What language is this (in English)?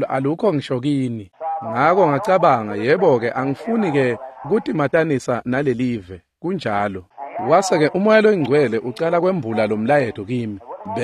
Swati